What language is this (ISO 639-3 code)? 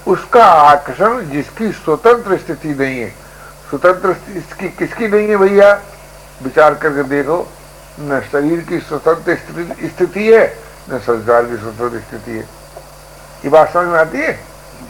hin